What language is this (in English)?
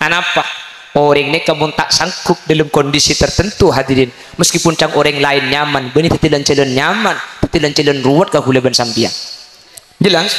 Madurese